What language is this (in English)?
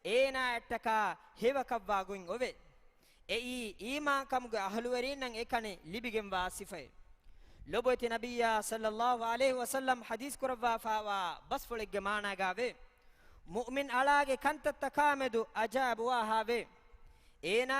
Divehi